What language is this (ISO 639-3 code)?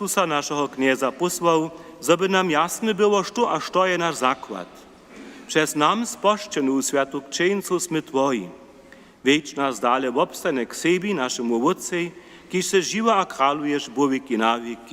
hsb